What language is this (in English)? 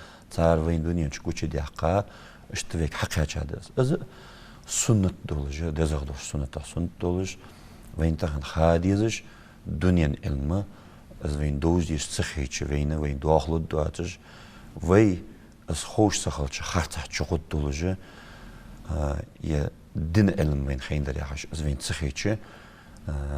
Ingush